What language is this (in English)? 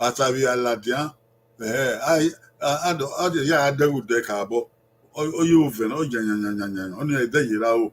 Bini